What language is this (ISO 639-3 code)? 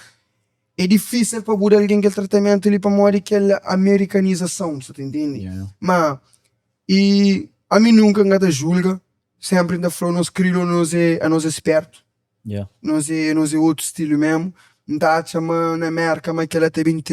kea